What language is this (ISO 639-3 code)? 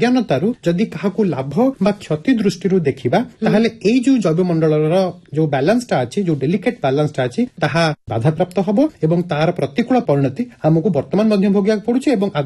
ori